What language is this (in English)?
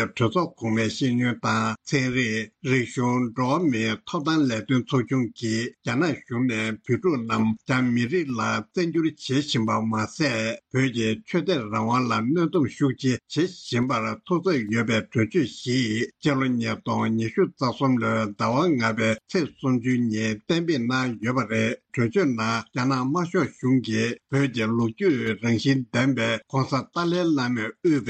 Tibetan